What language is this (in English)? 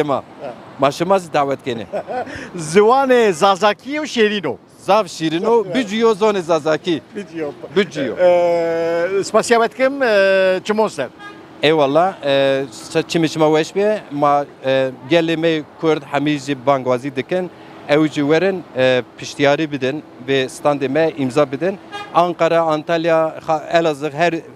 Zaza